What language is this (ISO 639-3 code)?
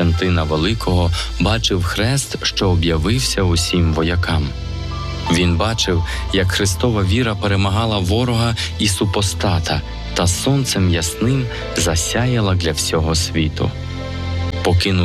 ukr